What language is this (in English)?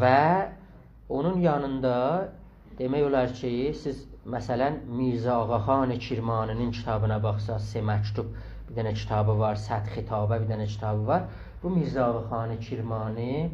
South Azerbaijani